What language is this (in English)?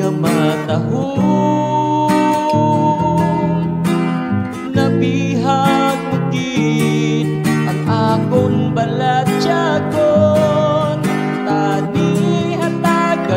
Hiligaynon